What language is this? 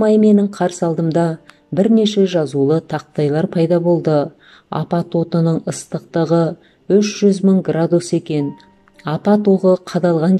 Kazakh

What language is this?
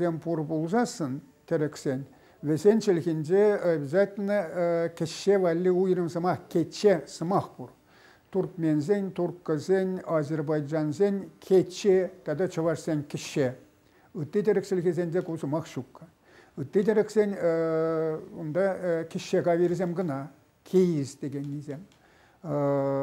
Chuvash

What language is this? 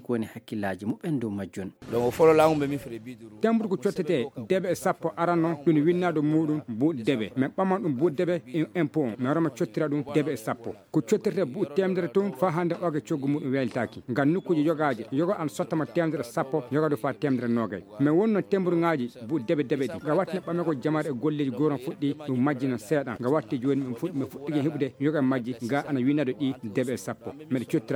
Maasina Fulfulde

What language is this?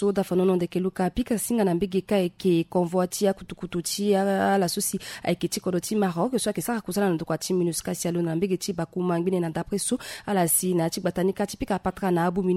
Sango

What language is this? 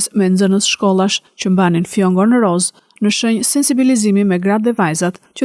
Albanian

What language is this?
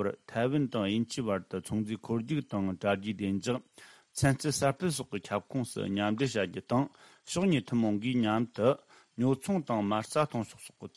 Tibetan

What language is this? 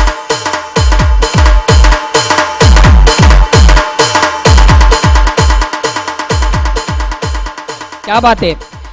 Marathi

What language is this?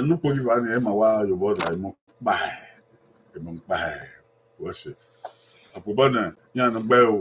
Bini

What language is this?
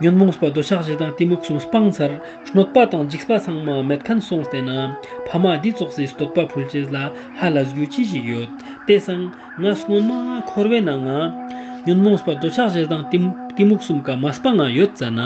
Ladakhi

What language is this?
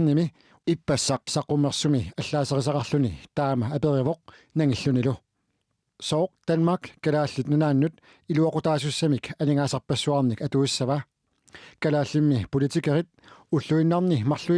Kalaallisut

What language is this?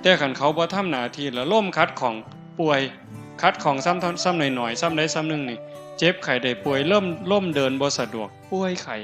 Northeastern Thai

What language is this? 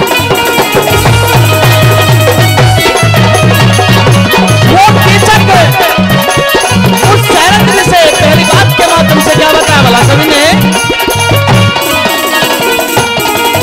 Haryanvi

